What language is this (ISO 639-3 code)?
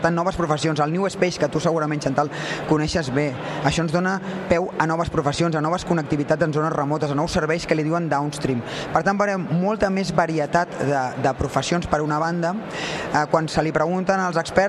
cat